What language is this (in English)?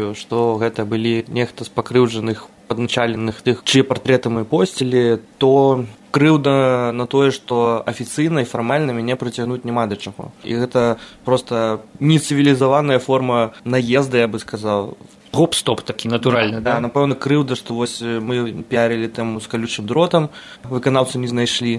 Belarusian